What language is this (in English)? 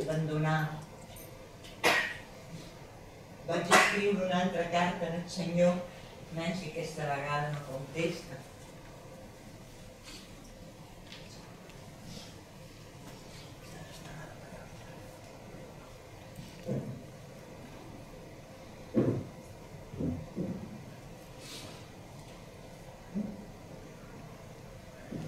Catalan